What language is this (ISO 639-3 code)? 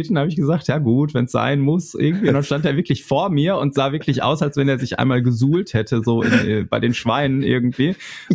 deu